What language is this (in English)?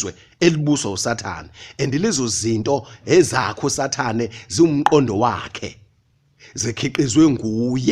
Zulu